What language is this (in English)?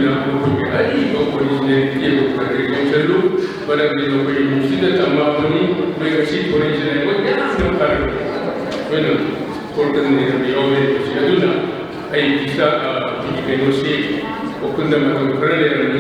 Manipuri